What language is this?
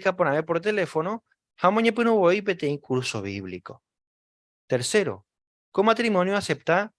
Guarani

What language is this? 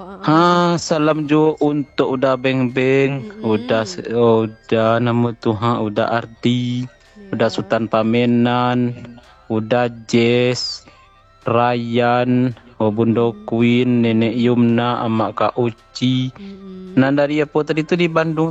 Minangkabau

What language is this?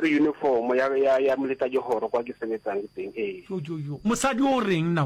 Northern Sotho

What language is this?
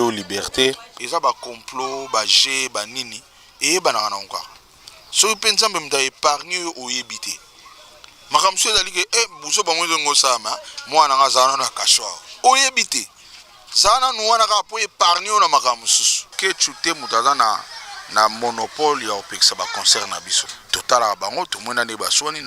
Lingala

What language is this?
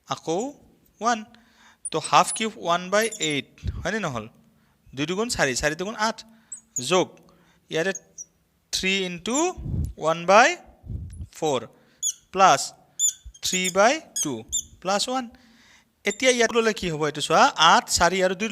Assamese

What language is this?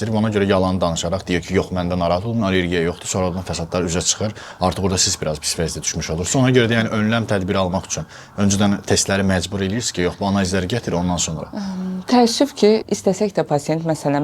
Azerbaijani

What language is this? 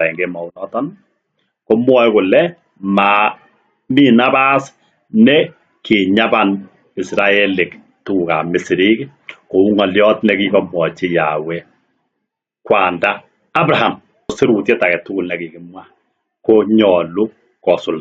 Kalenjin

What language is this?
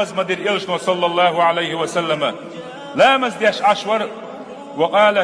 Chechen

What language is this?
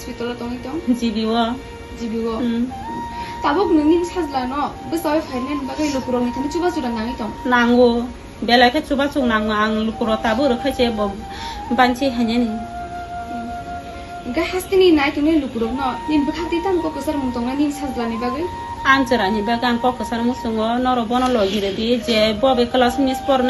Kok Borok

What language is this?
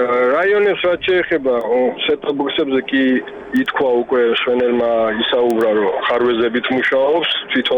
Georgian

